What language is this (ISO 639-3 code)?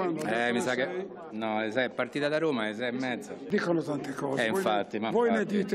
ita